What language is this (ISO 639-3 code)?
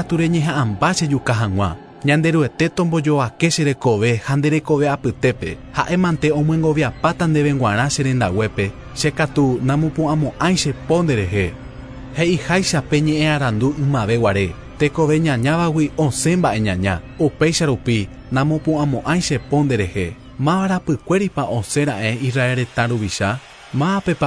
grn